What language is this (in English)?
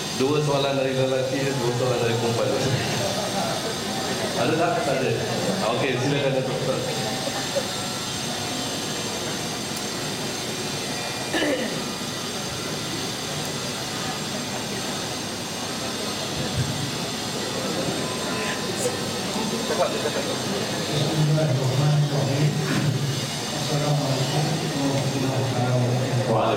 Malay